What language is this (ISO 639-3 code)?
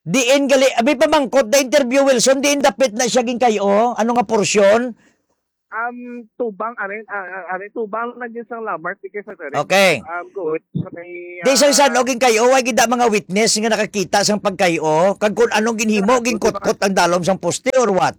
hil